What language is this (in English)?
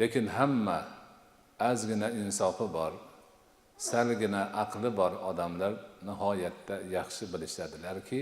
Uzbek